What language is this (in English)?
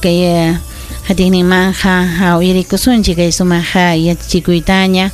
Ayacucho Quechua